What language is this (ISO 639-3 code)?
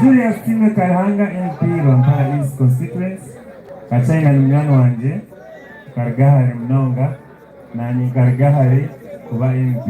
nyn